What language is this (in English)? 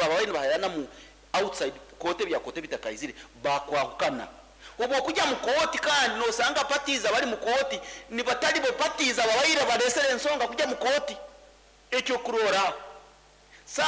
Nyoro